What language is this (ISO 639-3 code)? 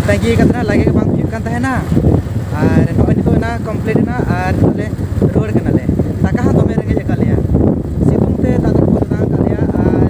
sat